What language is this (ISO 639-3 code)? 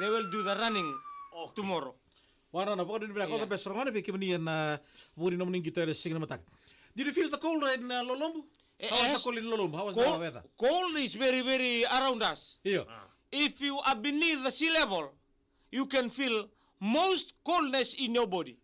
fij